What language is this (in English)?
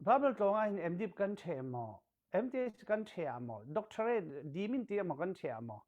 Falam Chin